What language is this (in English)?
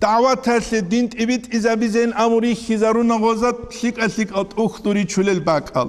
Avaric